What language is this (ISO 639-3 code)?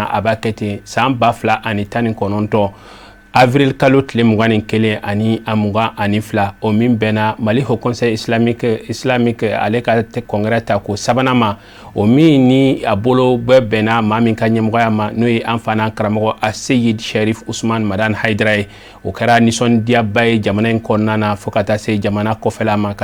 bam